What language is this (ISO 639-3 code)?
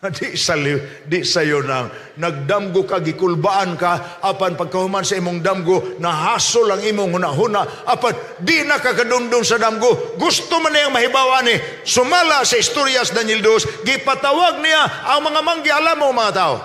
ceb